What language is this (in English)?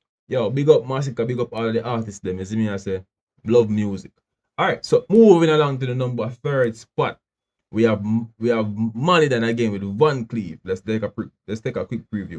Jamaican Creole English